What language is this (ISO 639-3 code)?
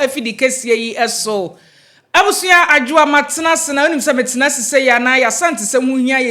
aka